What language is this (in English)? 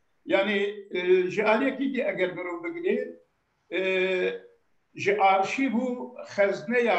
Kurdish